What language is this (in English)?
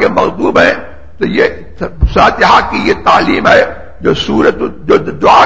Urdu